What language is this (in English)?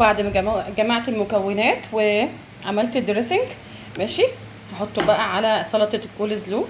Egyptian Arabic